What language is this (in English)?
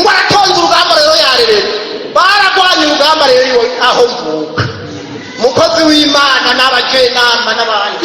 Rundi